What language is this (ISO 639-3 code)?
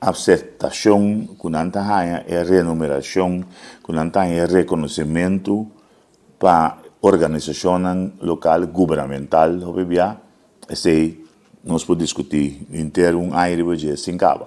pap